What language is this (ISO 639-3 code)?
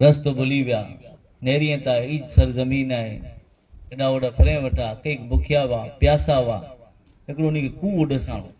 kfr